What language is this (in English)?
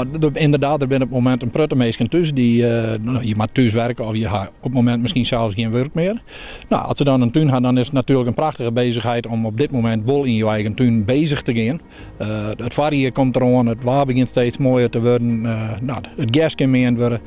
Western Frisian